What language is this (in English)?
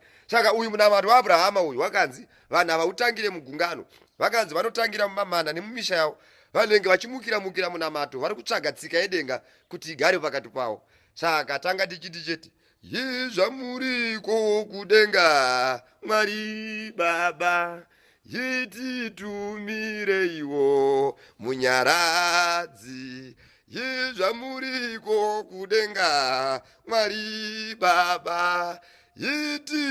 Shona